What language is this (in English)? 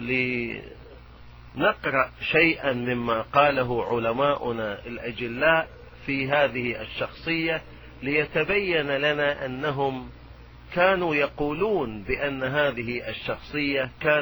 Arabic